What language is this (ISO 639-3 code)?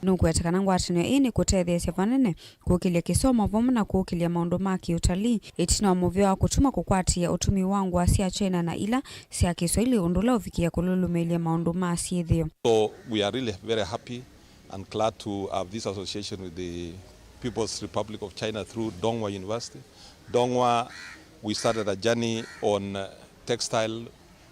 kam